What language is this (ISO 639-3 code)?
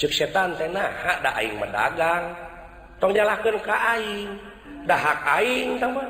sun